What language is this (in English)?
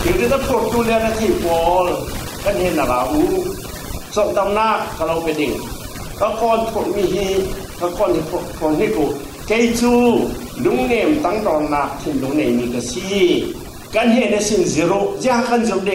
Falam Chin